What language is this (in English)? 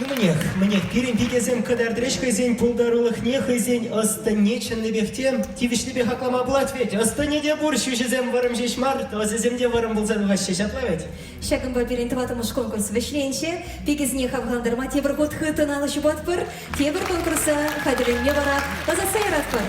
Chuvash